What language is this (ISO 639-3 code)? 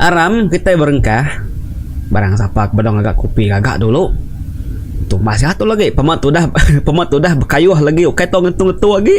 iba